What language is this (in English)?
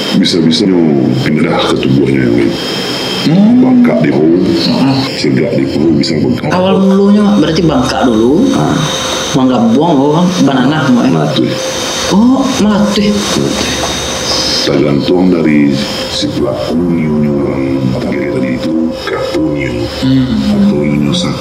Minangkabau